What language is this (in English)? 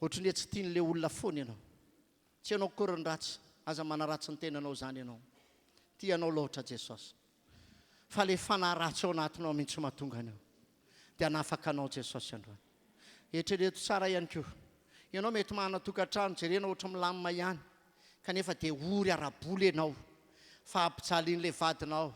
Malagasy